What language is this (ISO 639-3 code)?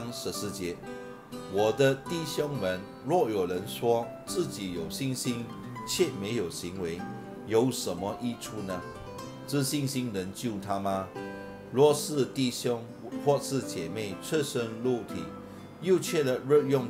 zho